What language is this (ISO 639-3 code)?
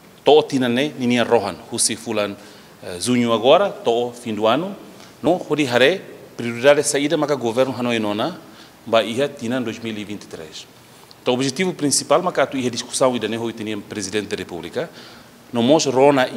tet